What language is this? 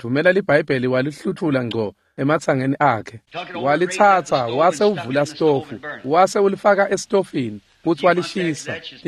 Swati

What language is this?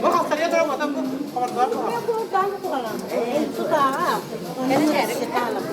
Yakut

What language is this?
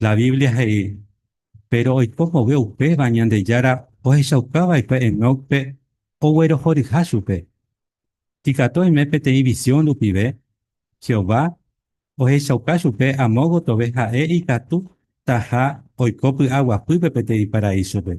Guarani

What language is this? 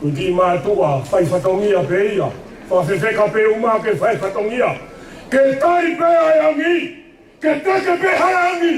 Tongan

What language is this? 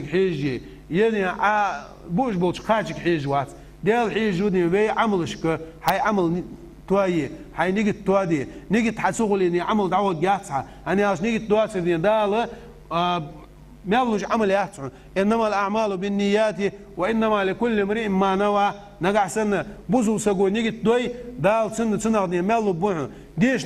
Ingush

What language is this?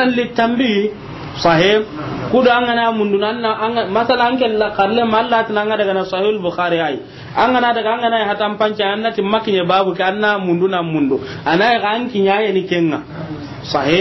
Soninke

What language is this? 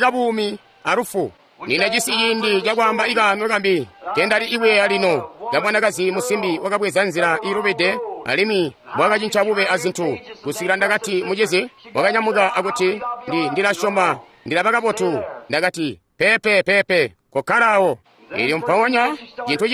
Tonga (Zambia)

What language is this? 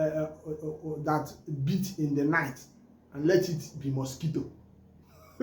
Igbo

